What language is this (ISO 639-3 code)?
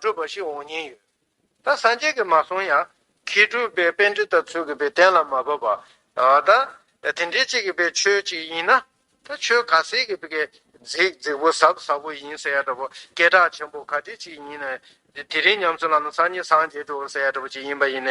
bod